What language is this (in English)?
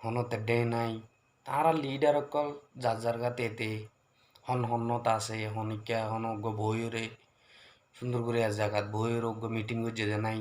Rohingya